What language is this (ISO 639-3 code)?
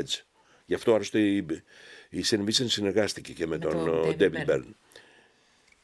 ell